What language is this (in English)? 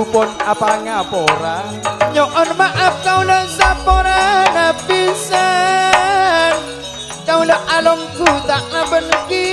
Madurese